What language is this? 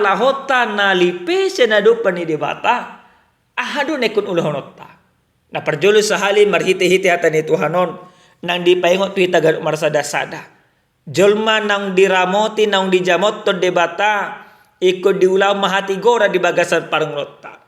Batak Toba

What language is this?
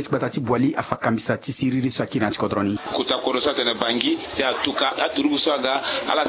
Sango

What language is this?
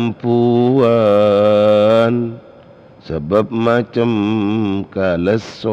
Madurese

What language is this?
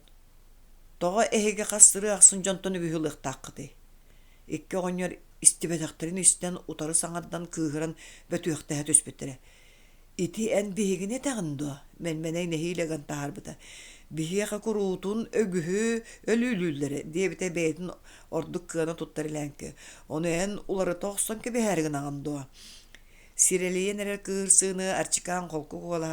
Yakut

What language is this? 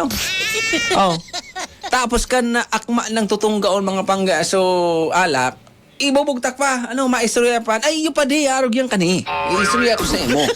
Bikol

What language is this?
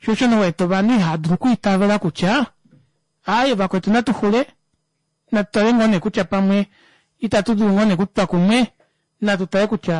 Kuanyama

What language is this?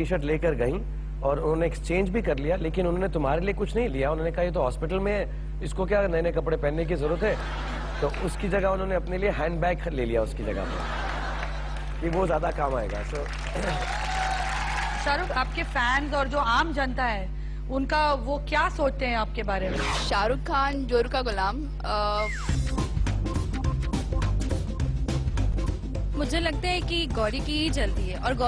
Hindi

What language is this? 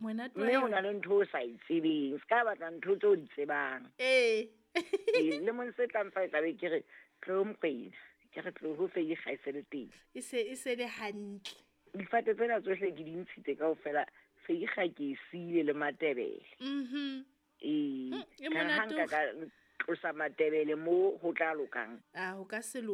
Southern Sotho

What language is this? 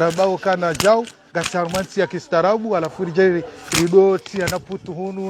Ngazidja Comorian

